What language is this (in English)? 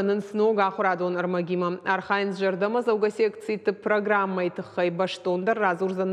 Ossetic